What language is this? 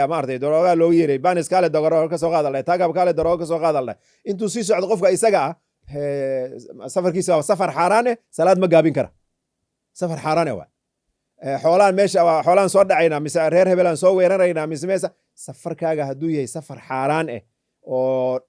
Somali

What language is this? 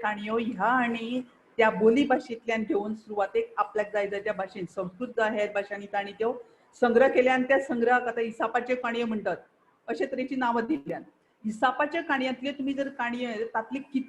Konkani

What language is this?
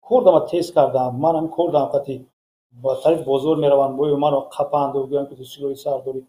Tajik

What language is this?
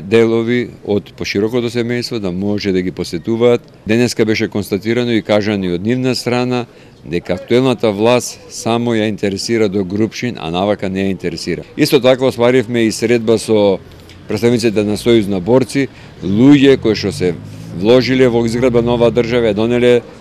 Macedonian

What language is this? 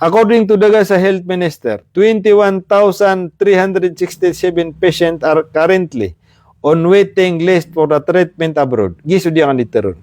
Maranao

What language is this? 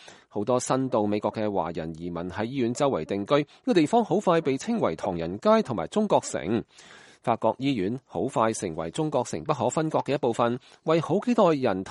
Cantonese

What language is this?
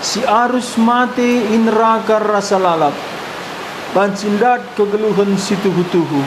Batak Karo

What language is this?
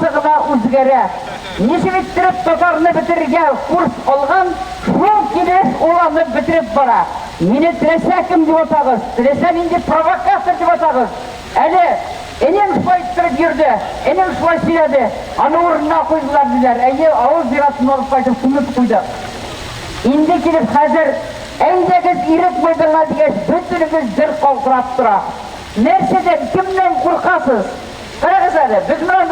Tatar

